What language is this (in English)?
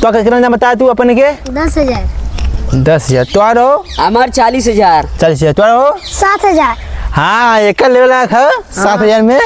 Awadhi